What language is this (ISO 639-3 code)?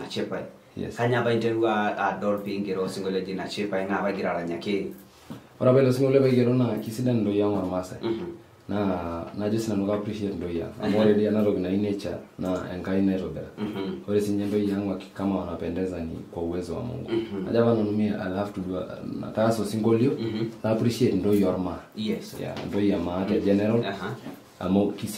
mas